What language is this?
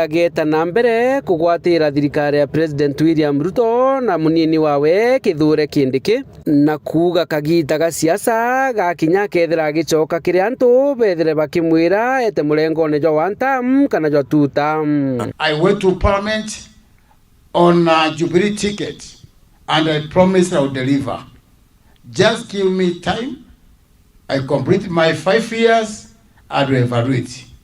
Meru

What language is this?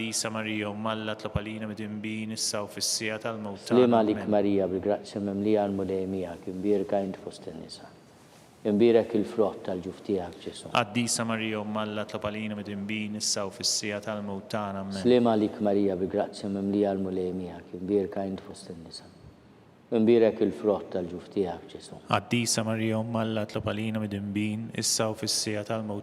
Maltese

